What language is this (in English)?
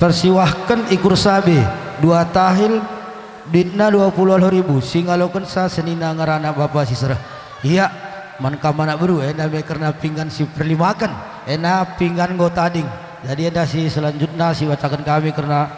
Batak Karo